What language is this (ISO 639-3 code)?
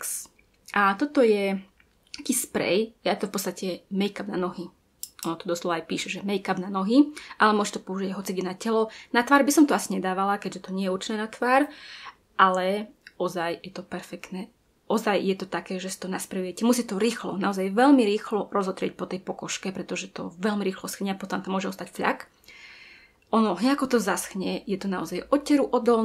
slk